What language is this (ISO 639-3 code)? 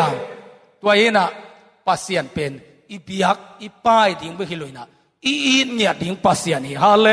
ctd